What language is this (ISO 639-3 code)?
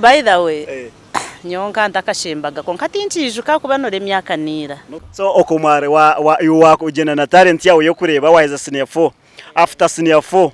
nyn